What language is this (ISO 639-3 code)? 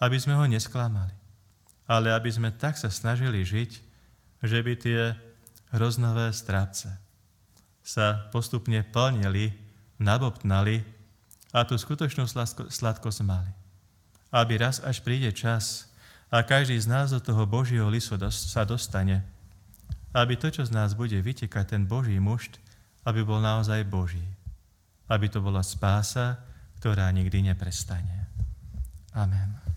slk